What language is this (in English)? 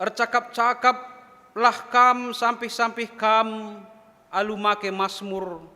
Batak Karo